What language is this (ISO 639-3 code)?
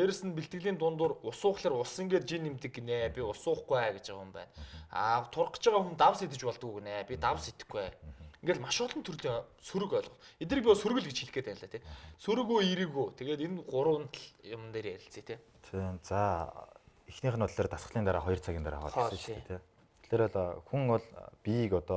mon